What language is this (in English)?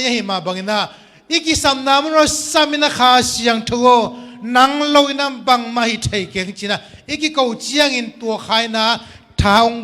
Tedim Chin